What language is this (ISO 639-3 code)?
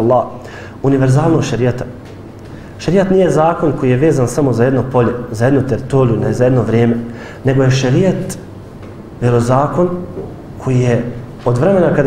bos